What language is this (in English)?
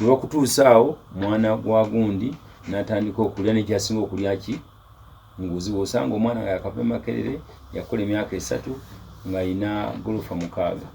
Ganda